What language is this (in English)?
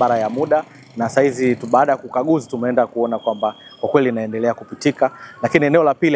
Swahili